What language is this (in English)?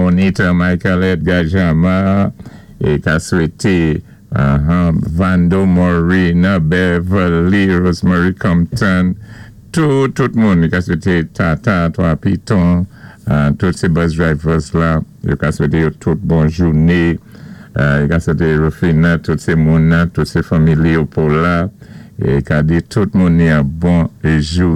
Saint Lucian Creole French